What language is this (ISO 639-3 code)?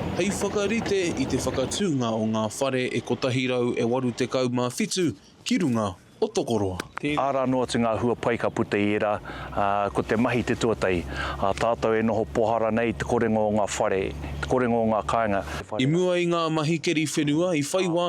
mri